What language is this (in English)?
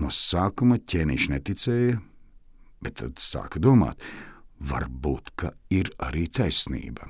Latvian